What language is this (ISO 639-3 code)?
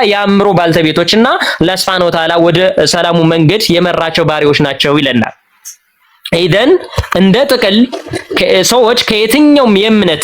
amh